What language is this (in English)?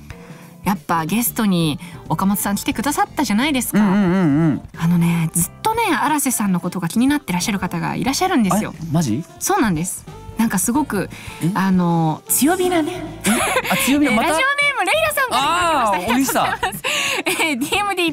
Japanese